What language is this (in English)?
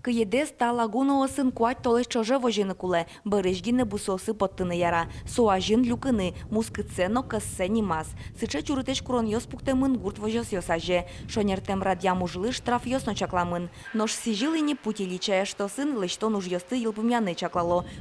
Udmurt